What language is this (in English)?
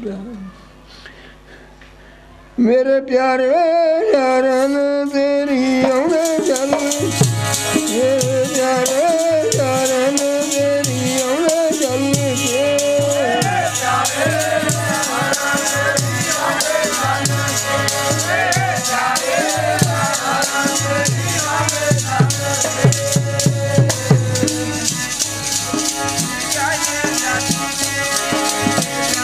Punjabi